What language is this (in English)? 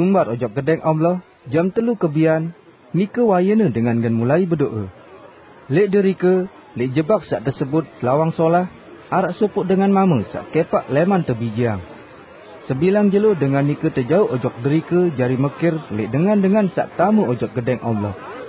Sasak